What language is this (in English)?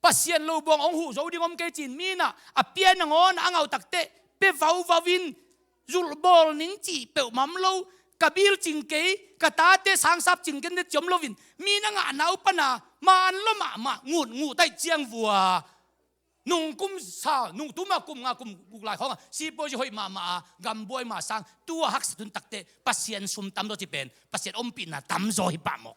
Tedim Chin